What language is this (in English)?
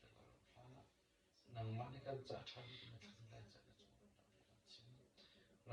Hakha Chin